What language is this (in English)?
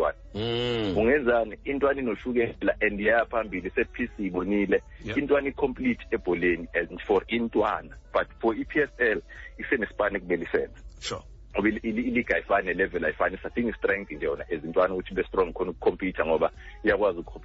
Xhosa